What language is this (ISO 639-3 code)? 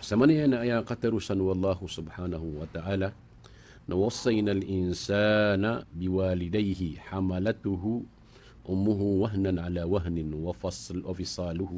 mrw